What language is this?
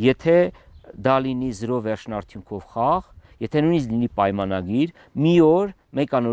Armenian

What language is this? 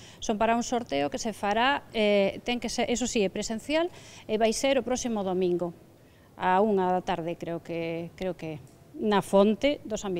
Galician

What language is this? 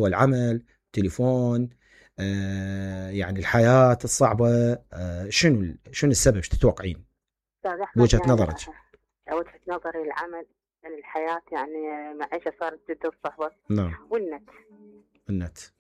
Mesopotamian Arabic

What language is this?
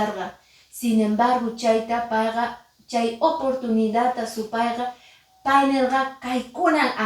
Quechua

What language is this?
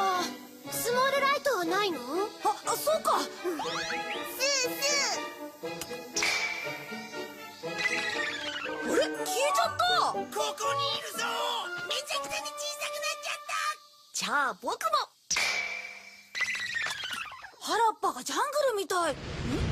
Japanese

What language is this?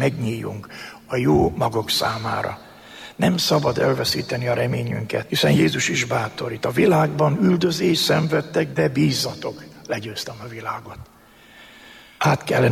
Hungarian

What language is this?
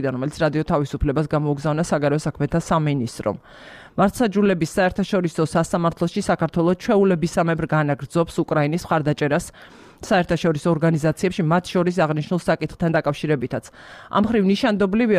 Georgian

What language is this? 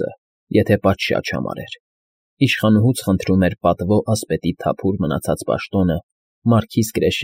Armenian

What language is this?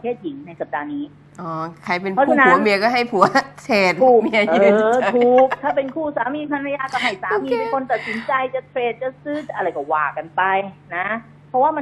Thai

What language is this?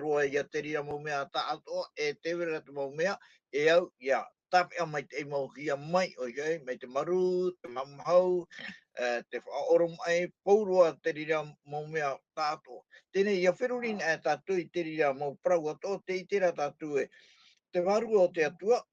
Tahitian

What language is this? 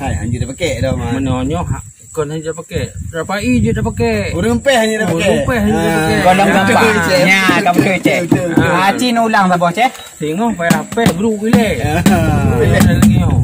Achinese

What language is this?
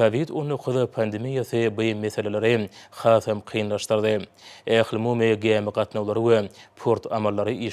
Turkmen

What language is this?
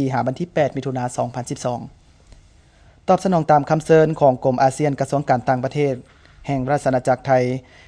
Lao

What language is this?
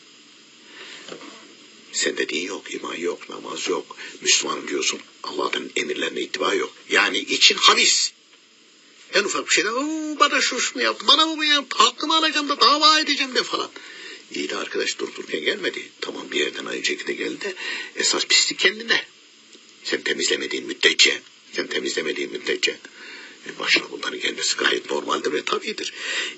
Turkish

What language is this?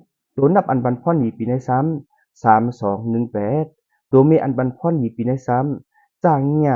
Shan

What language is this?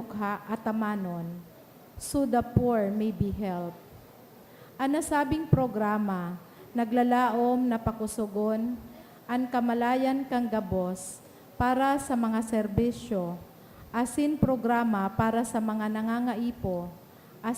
Bikol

